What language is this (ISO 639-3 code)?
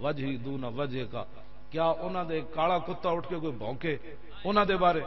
lah